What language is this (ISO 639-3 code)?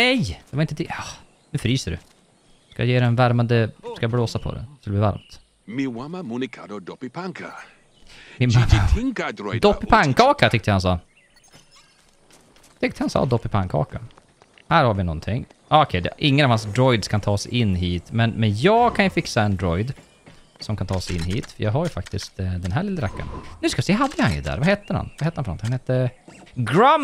swe